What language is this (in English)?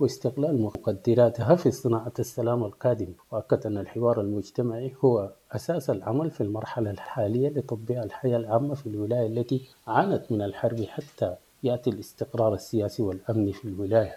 Sudanese Arabic